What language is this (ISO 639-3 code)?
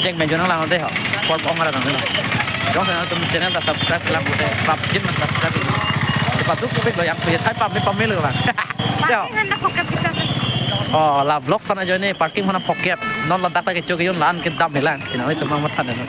mjw